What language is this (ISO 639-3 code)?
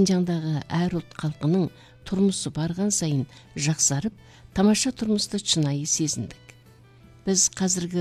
kaz